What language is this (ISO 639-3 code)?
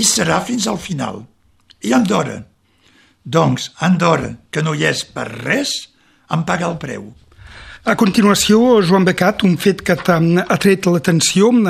cat